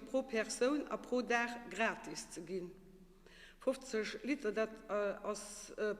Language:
Luxembourgish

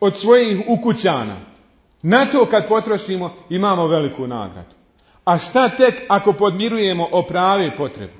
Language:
Bosnian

